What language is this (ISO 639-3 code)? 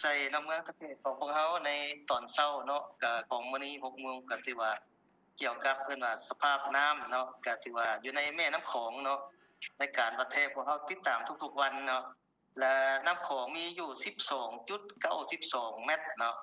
lao